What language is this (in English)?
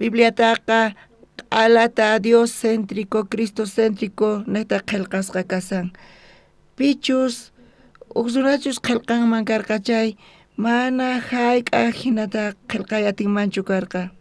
South Bolivian Quechua